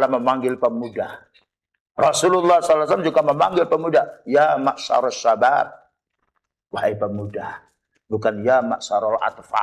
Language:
Indonesian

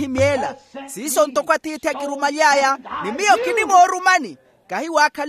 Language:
Makhuwa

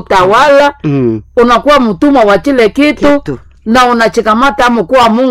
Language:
Swahili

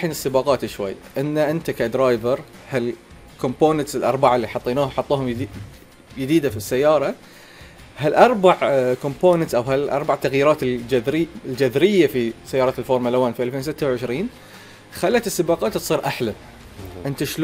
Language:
Gulf Arabic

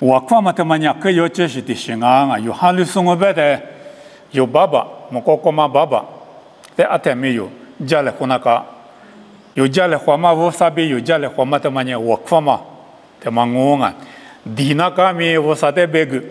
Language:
Lisu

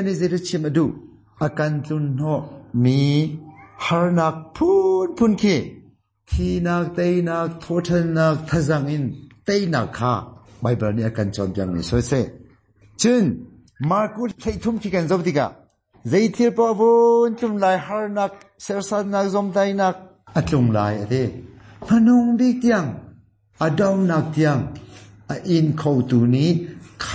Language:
Hakha Chin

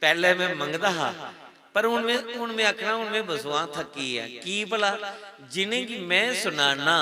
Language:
Dogri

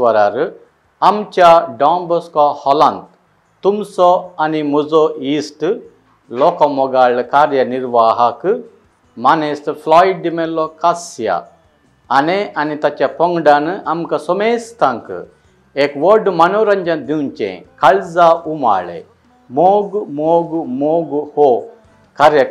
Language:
Konkani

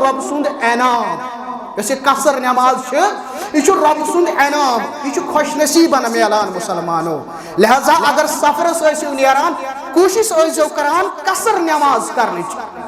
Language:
Kashmiri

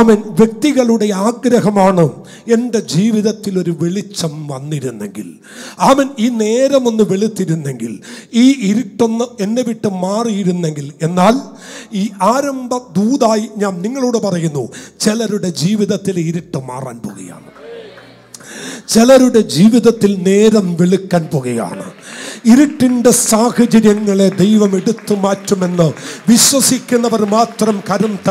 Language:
Malayalam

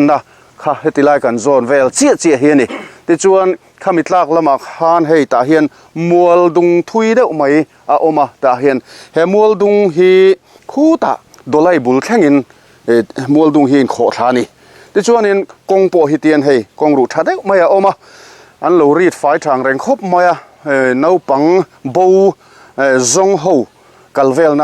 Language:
Mizo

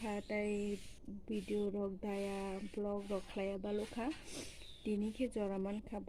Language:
Kok Borok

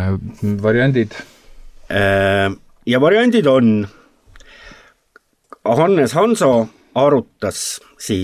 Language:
Estonian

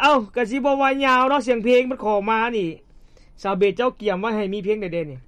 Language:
Lao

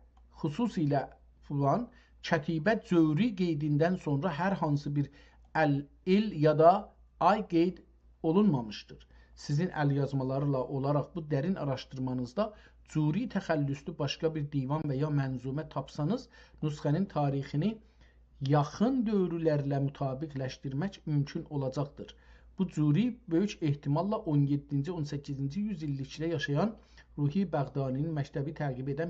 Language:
South Azerbaijani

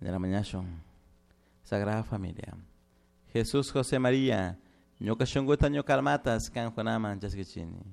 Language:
Chimborazo Highland Quichua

